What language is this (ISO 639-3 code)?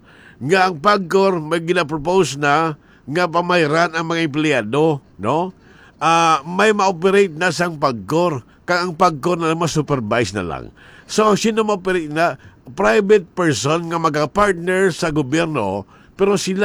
hil